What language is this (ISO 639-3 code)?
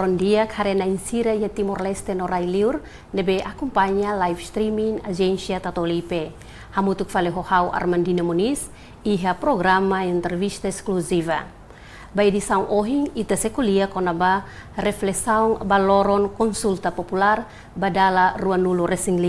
tet